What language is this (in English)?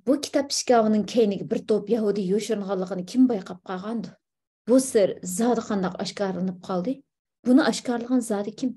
Uyghur